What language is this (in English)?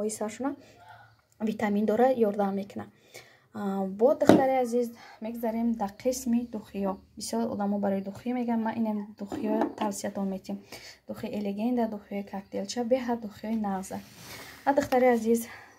Tajik